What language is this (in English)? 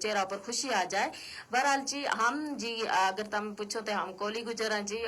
Gujari